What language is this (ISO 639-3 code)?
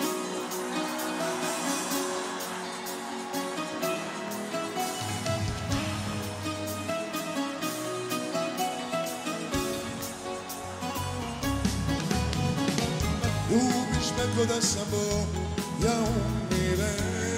srp